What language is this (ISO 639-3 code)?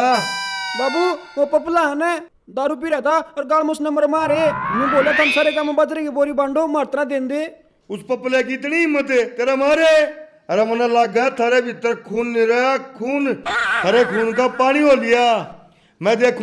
bgc